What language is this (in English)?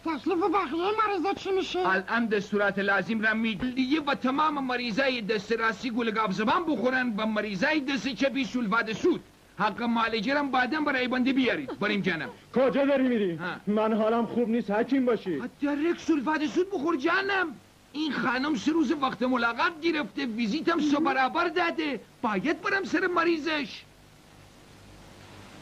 Persian